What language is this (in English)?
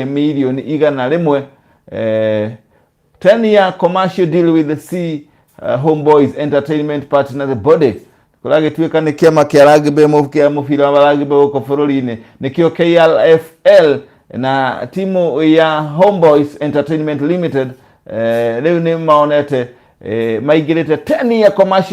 Kikuyu